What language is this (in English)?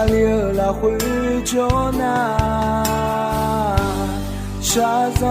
Akha